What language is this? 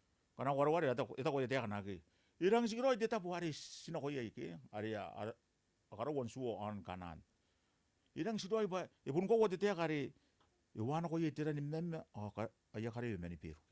Gilbertese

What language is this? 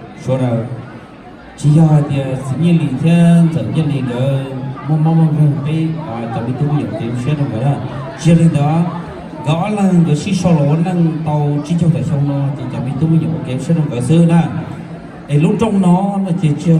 Hmong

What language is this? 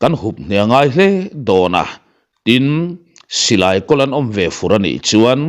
Mizo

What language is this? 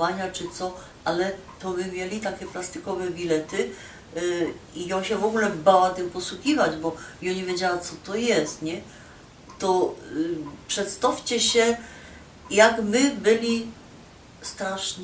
Silesian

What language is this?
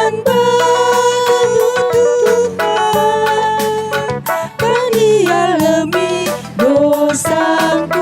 Batak Karo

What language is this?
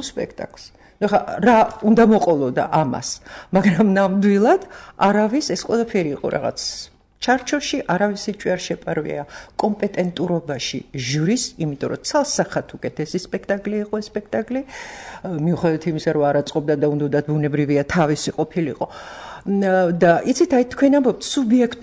Georgian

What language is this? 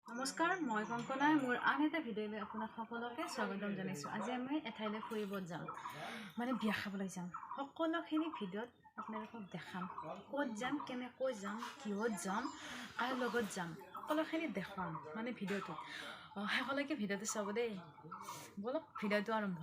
Assamese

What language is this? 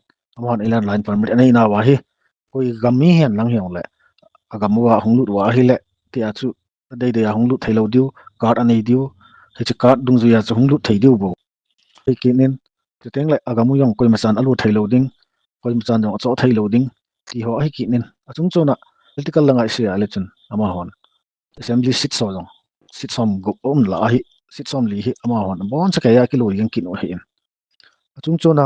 Thado Chin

